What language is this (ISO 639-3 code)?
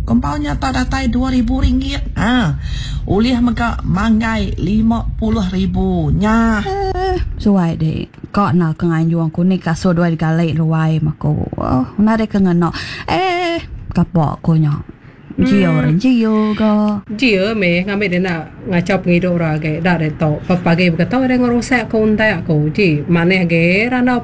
iba